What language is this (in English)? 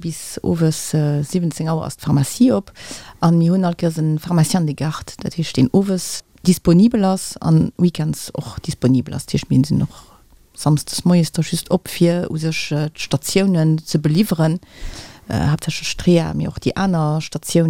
Luxembourgish